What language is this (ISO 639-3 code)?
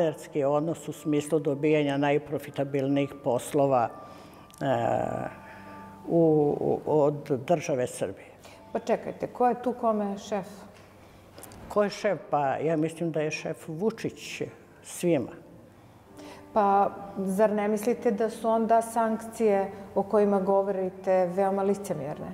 srp